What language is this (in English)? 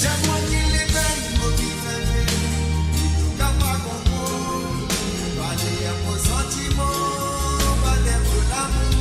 Morisyen